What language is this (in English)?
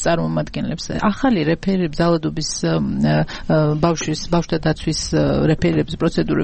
Georgian